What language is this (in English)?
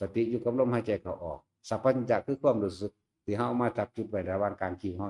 Northeastern Thai